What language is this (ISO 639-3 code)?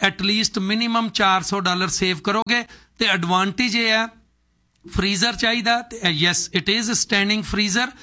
pan